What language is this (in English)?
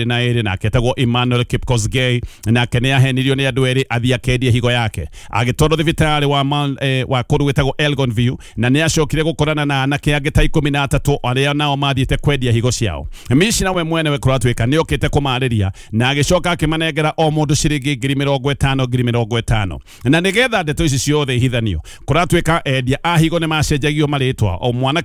Kikuyu